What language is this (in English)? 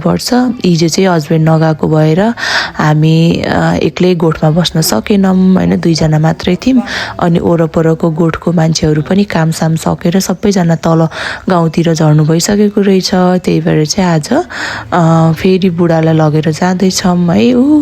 Nepali